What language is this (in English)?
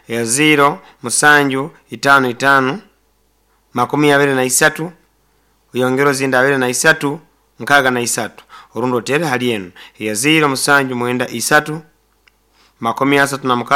Nyoro